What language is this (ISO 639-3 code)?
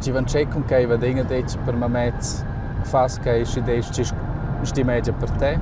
roh